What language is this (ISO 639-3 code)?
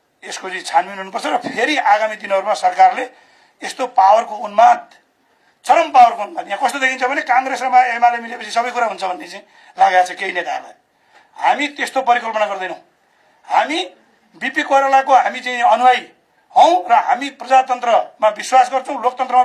nep